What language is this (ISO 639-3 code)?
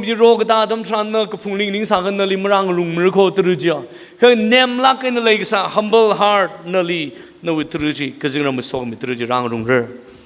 nmf